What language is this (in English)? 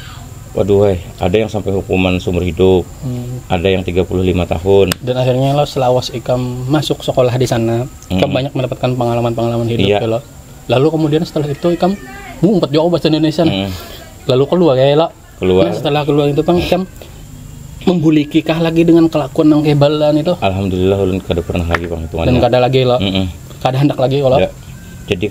Banjar